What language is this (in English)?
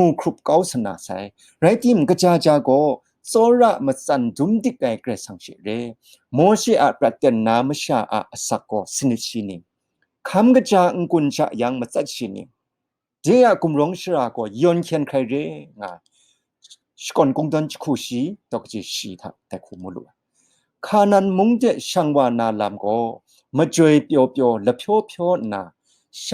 Kachin